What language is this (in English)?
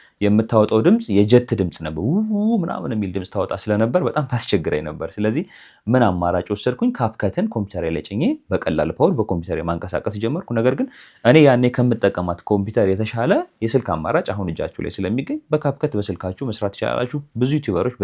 Amharic